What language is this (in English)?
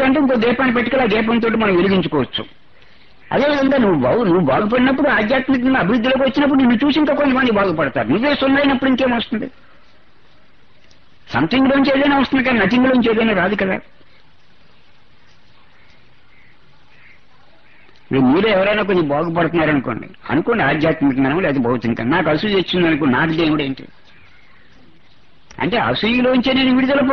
Telugu